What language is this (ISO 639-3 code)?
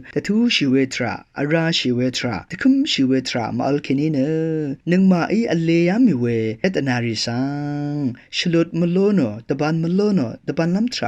raw